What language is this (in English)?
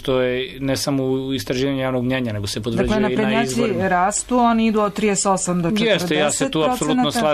Serbian